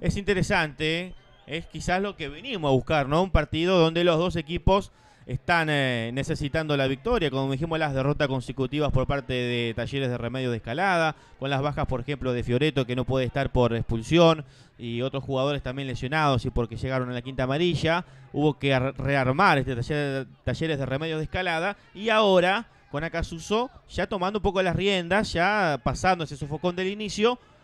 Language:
Spanish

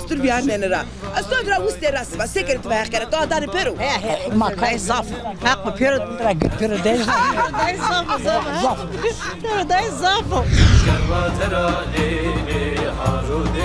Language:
Zaza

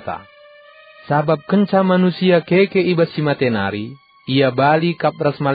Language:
Batak Karo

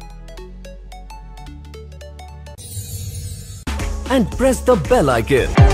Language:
Bhojpuri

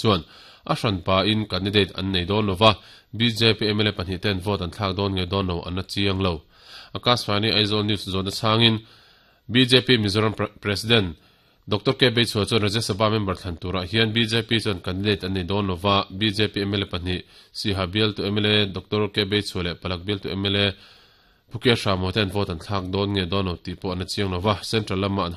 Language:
Mizo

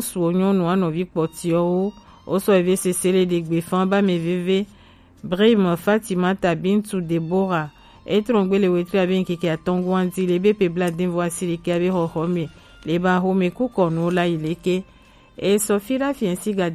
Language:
Gen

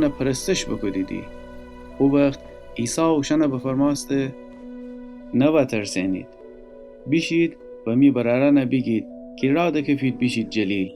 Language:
Gilaki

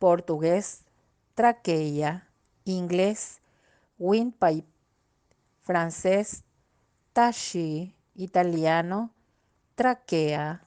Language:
Guarani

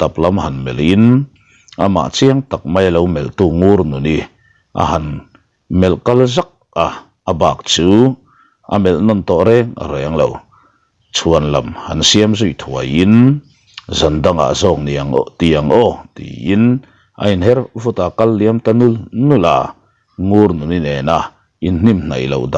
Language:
Mizo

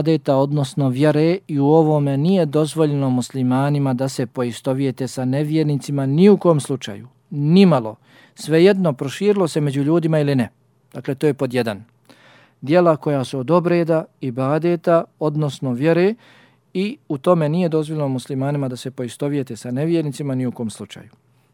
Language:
Bosnian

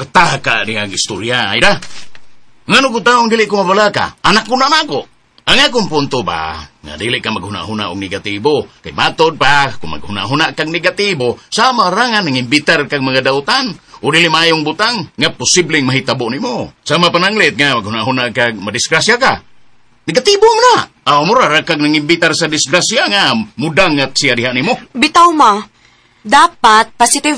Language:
Cebuano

